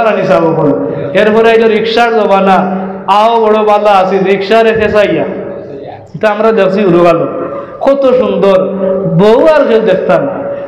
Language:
Sylheti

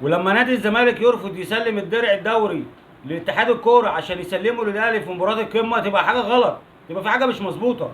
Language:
Egyptian Arabic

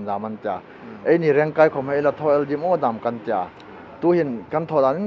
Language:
Hmar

